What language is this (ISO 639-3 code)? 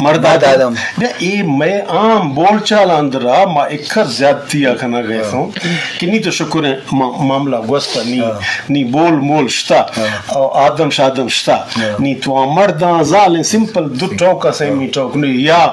bgp